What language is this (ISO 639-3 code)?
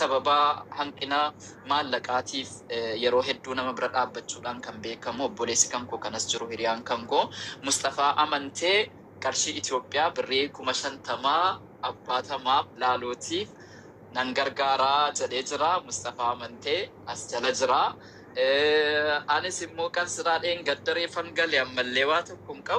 orm